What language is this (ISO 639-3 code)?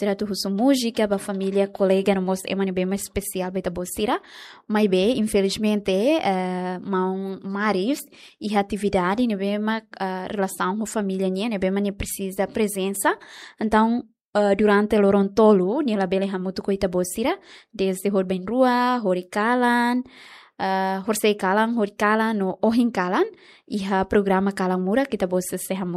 tet